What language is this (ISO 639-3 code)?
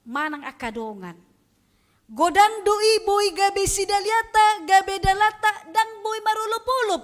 bbc